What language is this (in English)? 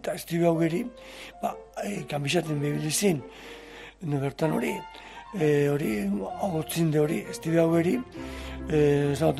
Basque